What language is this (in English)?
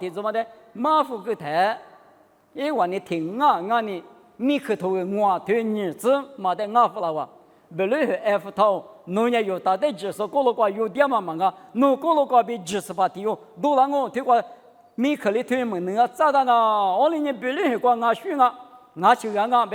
Lisu